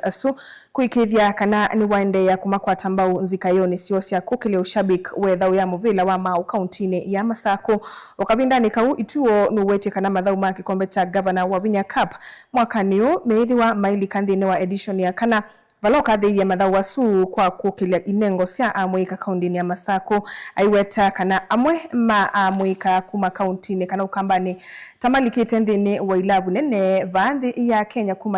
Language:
Kamba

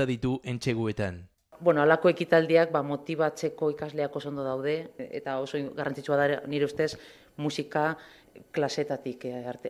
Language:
Basque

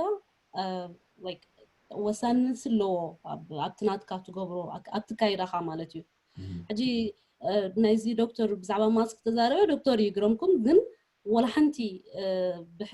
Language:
Tigrinya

